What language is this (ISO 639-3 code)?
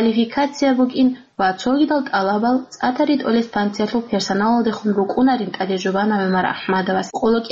ava